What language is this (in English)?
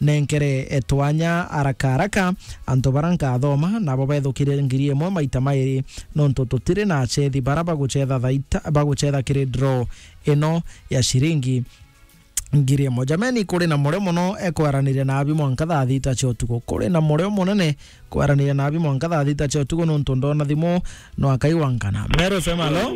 Meru